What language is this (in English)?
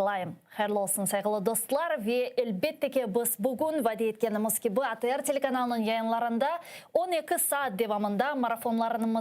Crimean Tatar